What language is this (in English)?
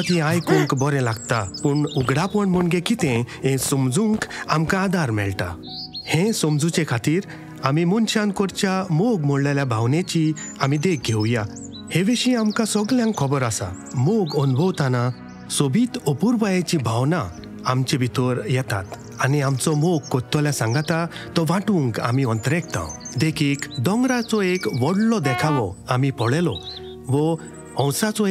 Konkani